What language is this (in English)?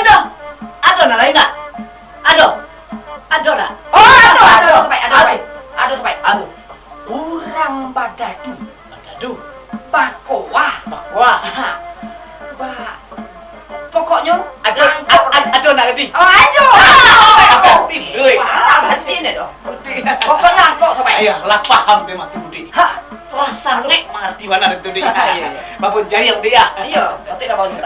Minangkabau